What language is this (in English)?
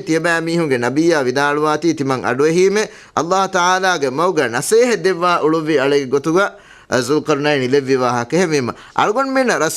Divehi